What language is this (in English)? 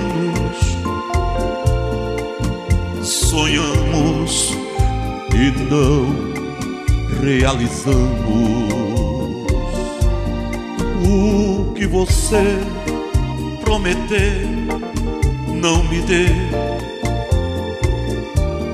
Portuguese